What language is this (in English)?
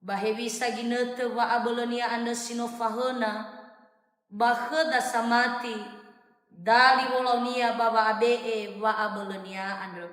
Nias